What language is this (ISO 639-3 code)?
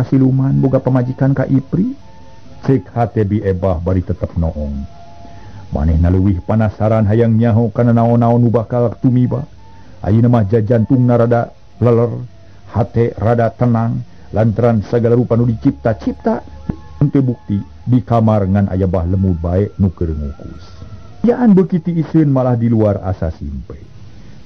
sun